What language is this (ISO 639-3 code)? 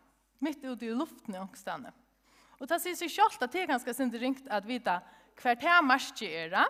fao